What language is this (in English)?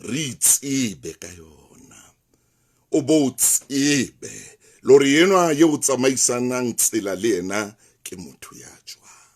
Southern Sotho